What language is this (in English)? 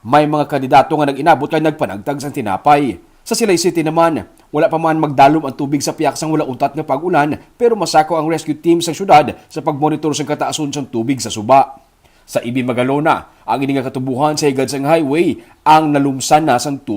Hiligaynon